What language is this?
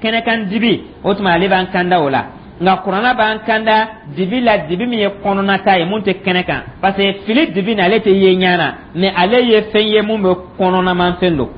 Dyula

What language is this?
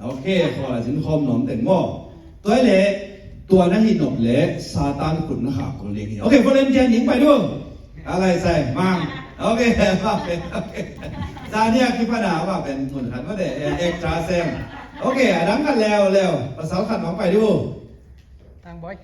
Tedim Chin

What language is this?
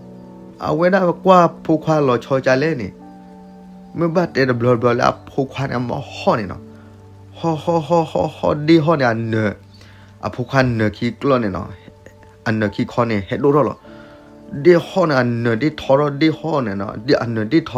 S'gaw Karen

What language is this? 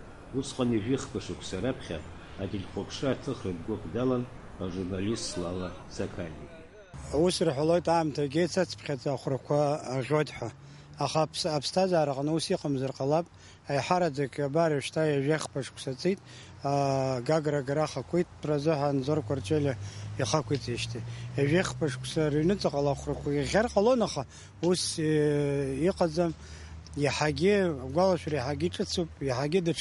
Abkhazian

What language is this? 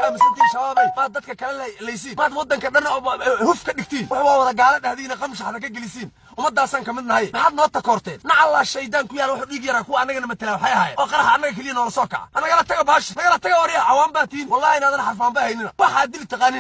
Somali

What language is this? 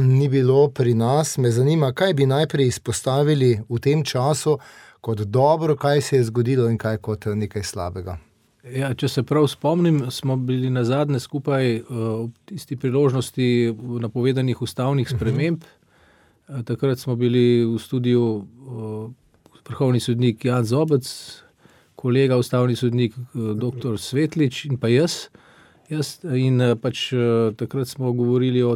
Slovenian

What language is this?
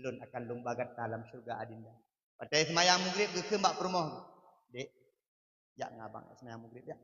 Achinese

